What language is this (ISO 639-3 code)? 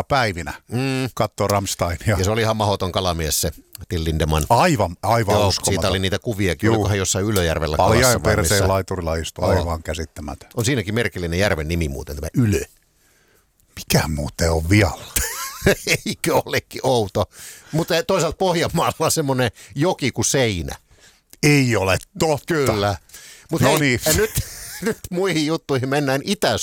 fin